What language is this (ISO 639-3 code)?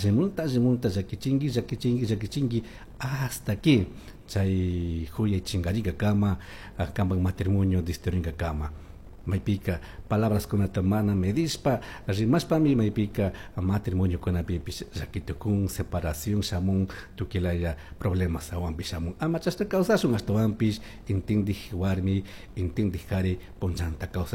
qug